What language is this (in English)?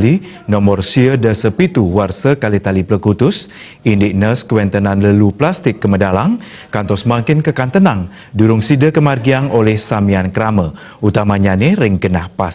Balinese